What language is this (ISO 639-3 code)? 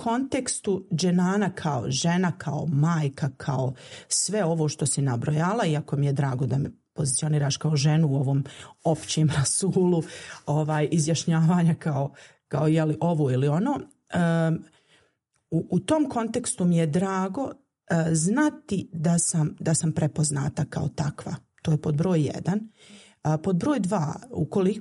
bos